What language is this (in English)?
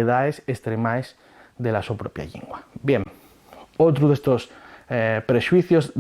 Asturian